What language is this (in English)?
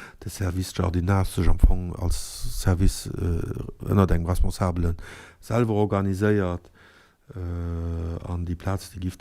Luxembourgish